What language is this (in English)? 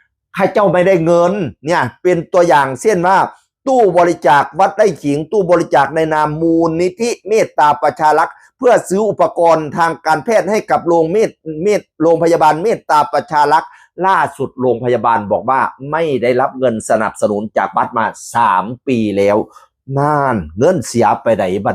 Northeastern Thai